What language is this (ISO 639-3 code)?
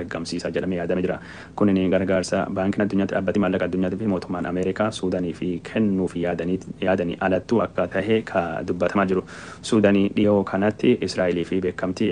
orm